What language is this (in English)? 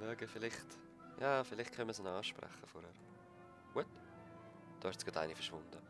Swiss German